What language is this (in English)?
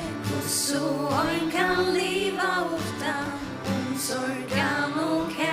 Faroese